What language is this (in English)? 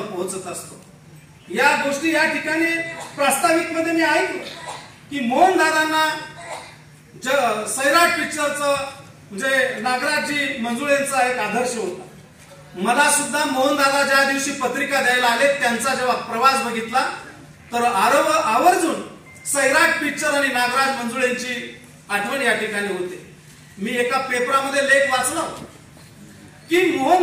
Marathi